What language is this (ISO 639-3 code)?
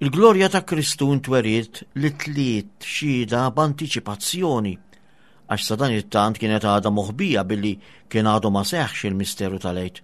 mlt